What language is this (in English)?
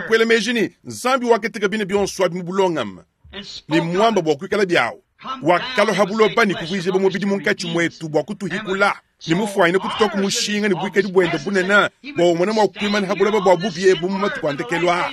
Luba-Lulua